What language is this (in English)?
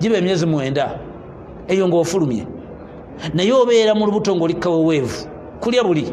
Ganda